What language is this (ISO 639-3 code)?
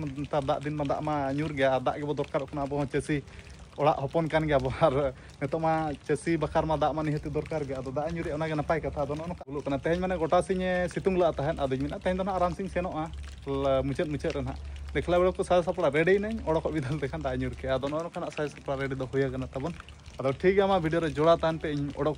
sat